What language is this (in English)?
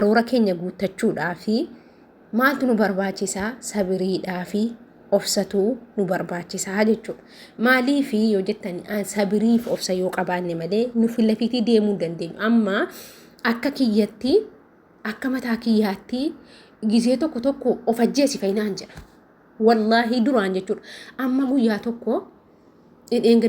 Oromo